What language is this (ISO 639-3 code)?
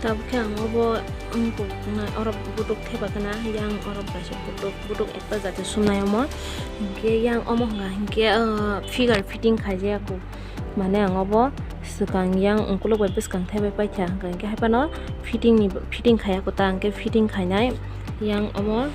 trp